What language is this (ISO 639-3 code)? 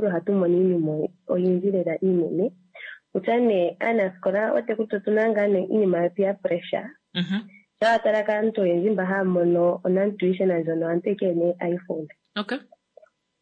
kua